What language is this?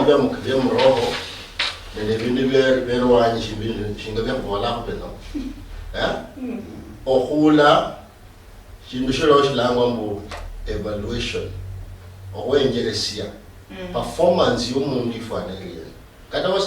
Luyia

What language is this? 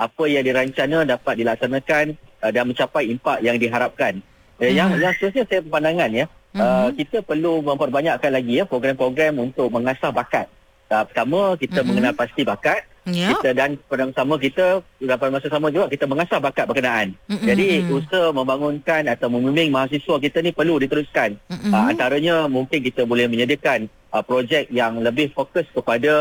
Malay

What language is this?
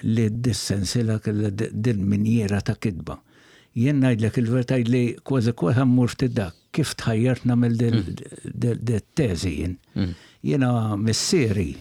Maltese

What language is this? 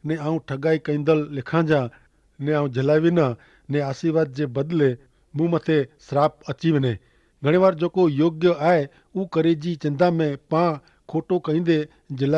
Kachhi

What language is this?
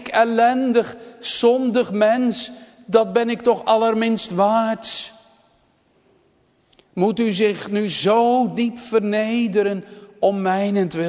Dutch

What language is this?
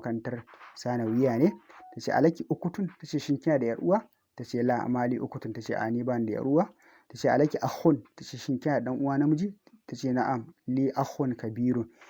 Hausa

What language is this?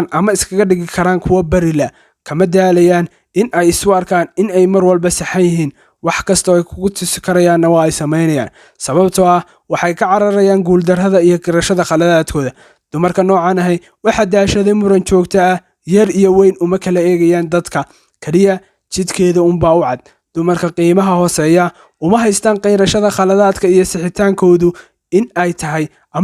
Somali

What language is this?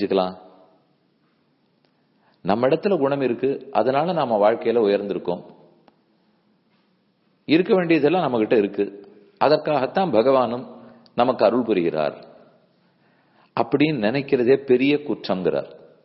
Tamil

